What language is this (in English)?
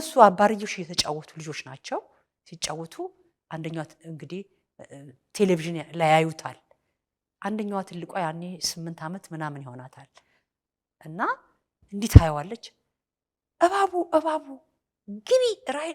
Amharic